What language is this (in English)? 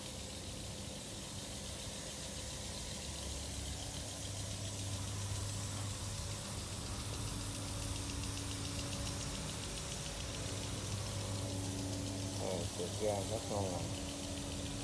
Vietnamese